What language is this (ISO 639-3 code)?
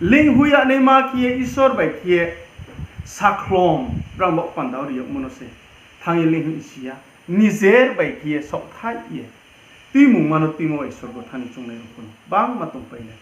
ria